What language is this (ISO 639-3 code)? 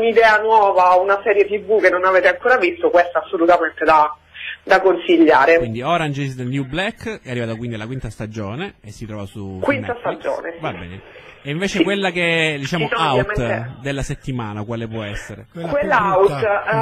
ita